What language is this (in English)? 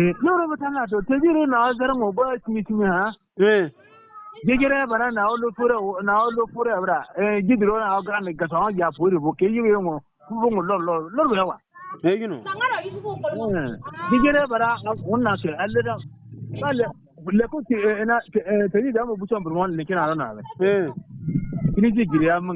Bissa